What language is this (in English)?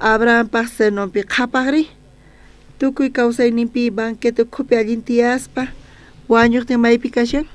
South Bolivian Quechua